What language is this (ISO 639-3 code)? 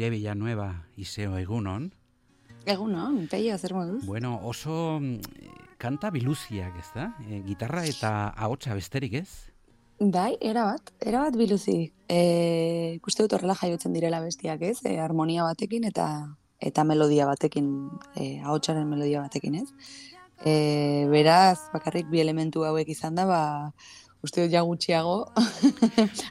eus